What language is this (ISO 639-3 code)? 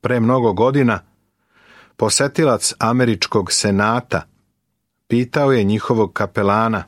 srp